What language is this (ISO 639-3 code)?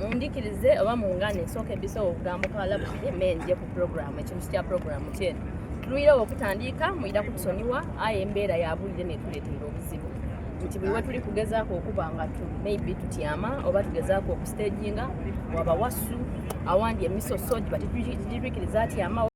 xog